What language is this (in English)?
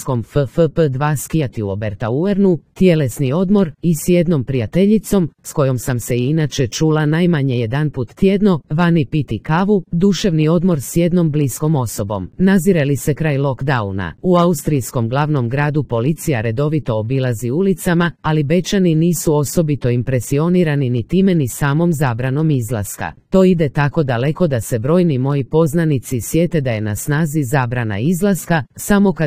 Croatian